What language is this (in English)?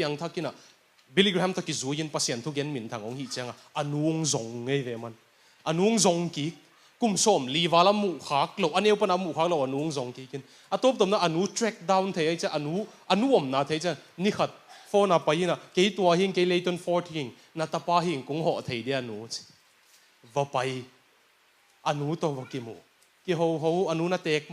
Tedim Chin